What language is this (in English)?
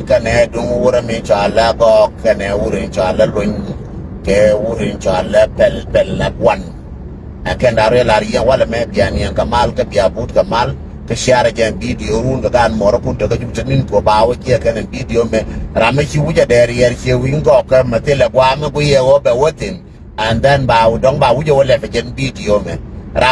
Nuer